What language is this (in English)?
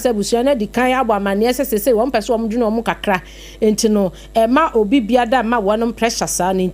Akan